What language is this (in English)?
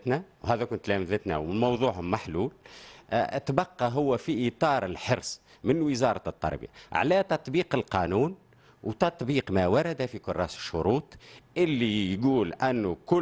Tunisian Arabic